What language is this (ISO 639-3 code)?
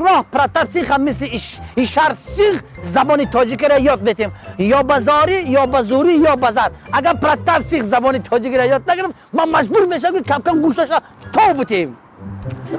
tgk